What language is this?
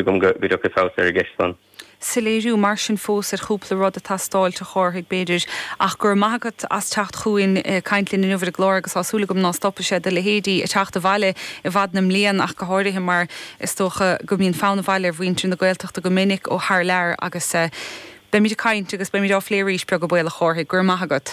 Irish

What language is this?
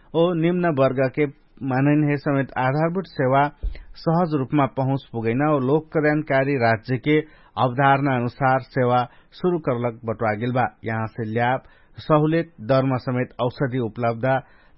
Dangaura Tharu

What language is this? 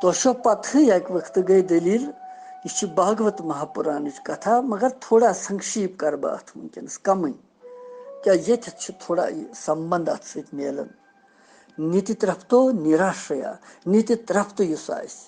Kashmiri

